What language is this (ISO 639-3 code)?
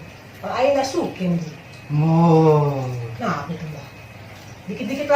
bew